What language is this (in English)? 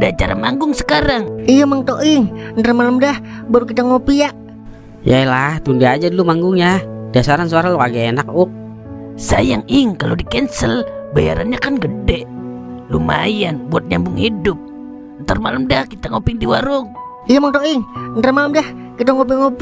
Betawi